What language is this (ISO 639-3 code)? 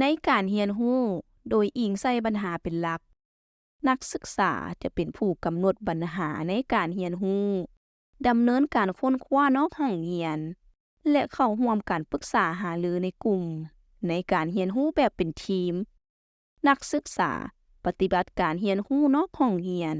lao